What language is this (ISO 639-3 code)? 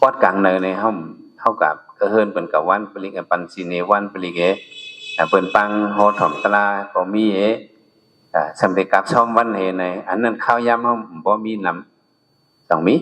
shn